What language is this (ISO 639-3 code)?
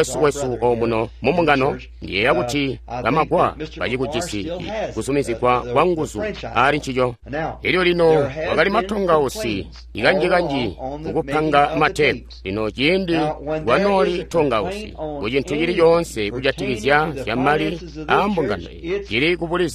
toi